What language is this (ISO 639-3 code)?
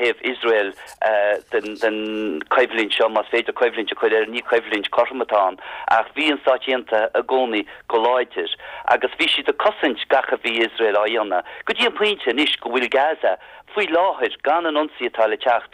gle